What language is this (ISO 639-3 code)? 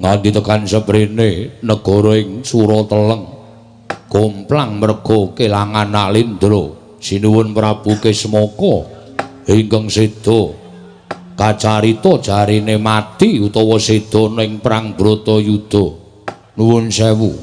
jav